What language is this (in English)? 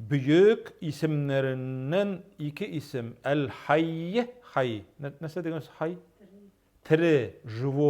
Tatar